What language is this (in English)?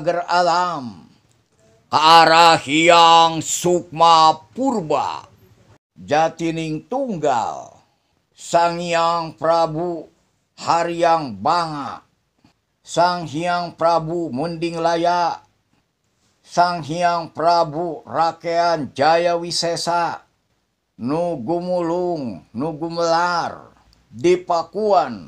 Sundanese